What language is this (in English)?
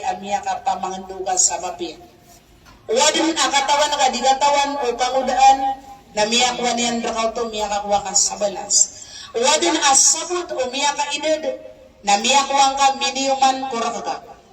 Maranao